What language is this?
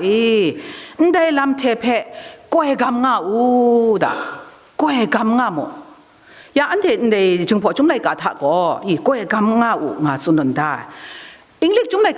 Kachin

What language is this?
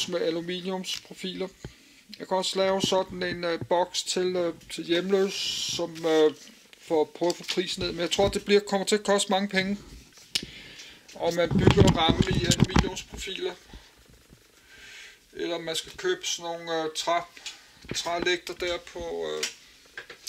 Danish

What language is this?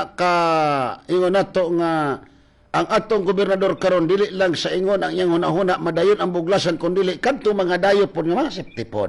Cebuano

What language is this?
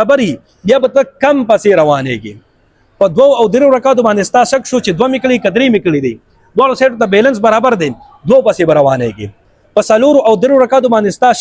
Pashto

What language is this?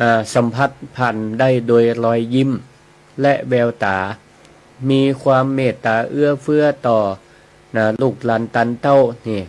Northern Thai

